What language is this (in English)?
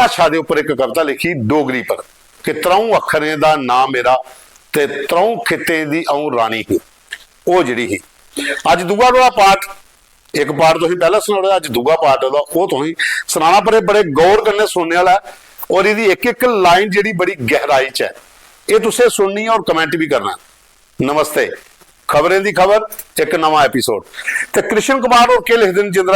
Dogri